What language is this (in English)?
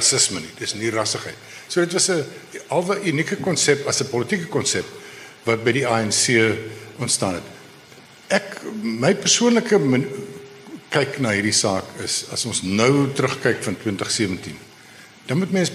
Afrikaans